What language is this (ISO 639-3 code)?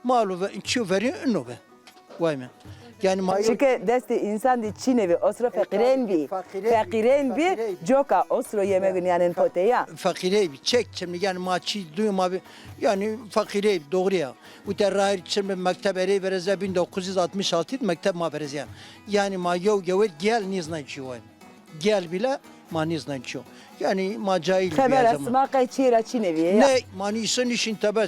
zza